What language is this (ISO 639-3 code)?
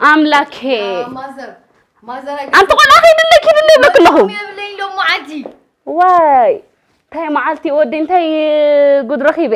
tir